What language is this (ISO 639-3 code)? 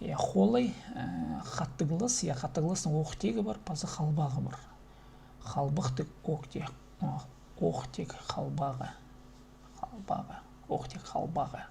kjh